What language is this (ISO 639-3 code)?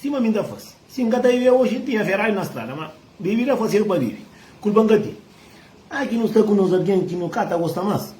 kea